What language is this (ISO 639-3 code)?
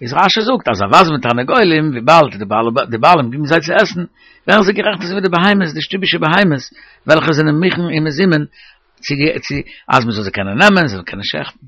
yid